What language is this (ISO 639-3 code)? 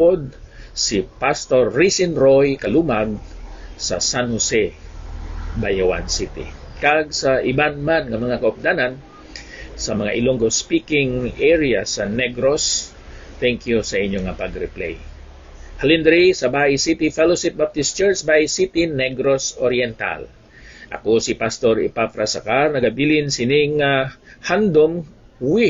hil